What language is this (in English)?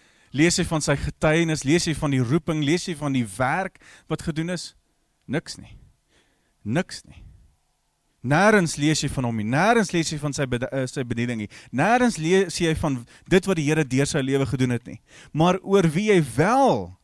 Afrikaans